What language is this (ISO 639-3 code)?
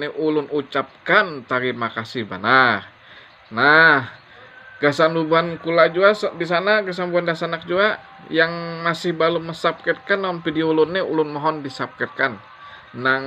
bjn